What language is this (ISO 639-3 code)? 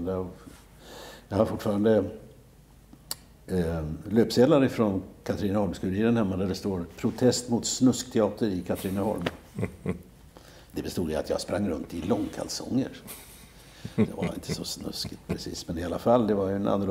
swe